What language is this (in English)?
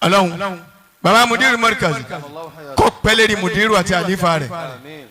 Yoruba